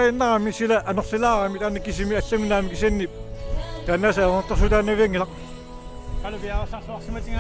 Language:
Kalaallisut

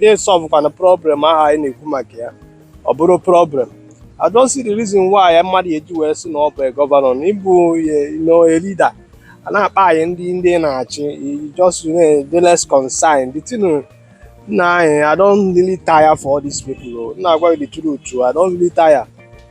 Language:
Igbo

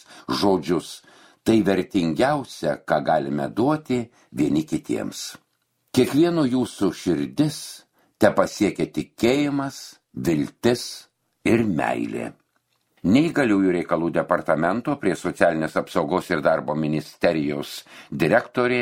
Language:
Lithuanian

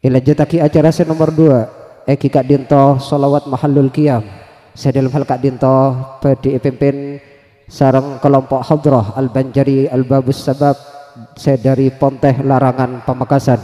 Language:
Madurese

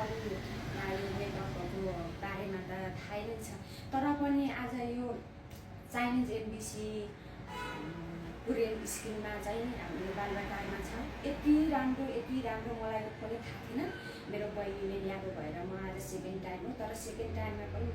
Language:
Nepali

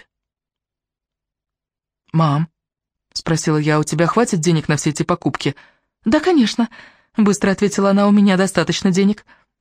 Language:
Russian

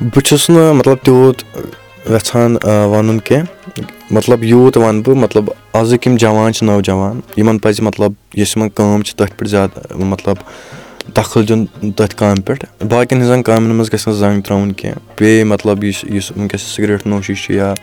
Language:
Kashmiri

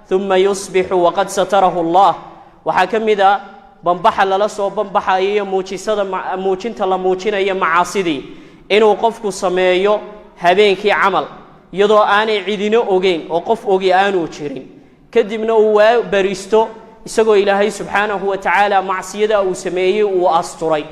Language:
Somali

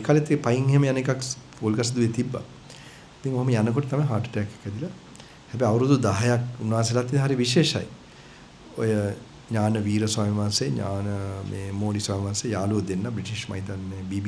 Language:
Sinhala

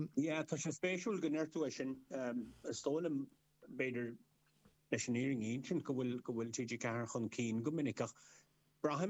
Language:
Irish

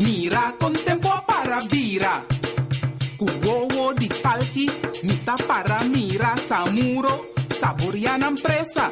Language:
Papiamento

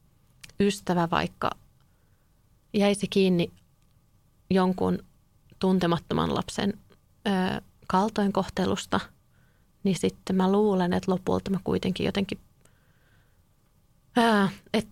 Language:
Finnish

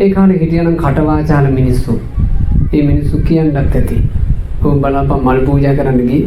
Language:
Sinhala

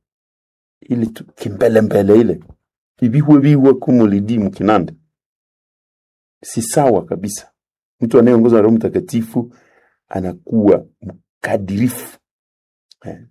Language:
Swahili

